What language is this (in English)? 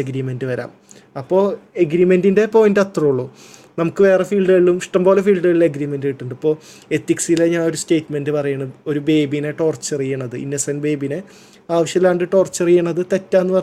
Malayalam